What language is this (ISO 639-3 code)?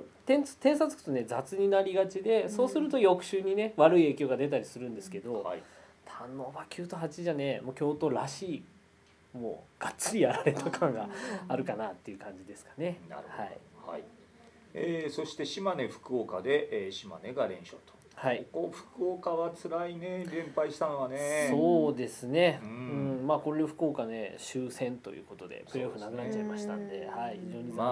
jpn